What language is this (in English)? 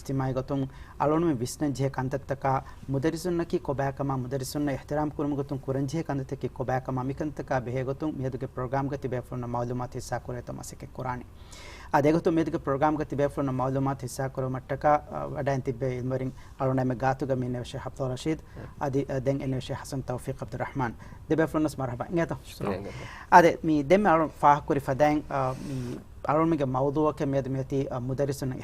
Divehi